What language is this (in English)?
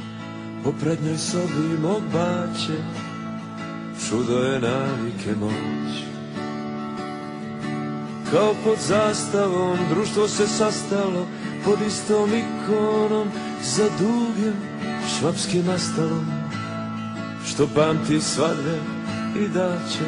Serbian